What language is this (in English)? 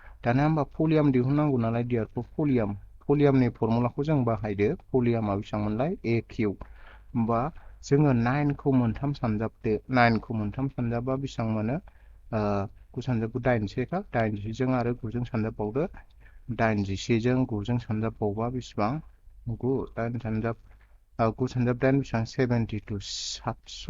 Bodo